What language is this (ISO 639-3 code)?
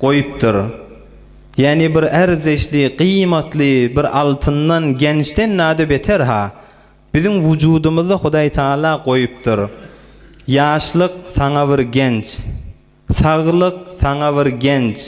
tuk